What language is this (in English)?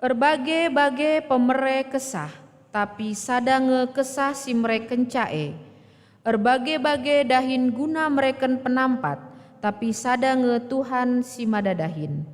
Batak Karo